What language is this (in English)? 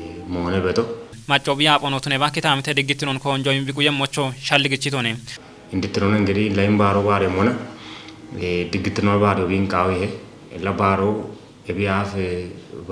Kafa